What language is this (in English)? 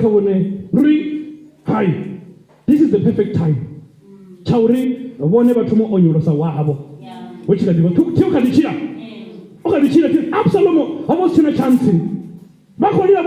Venda